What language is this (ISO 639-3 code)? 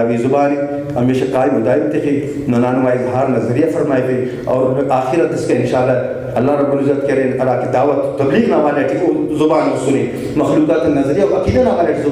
brh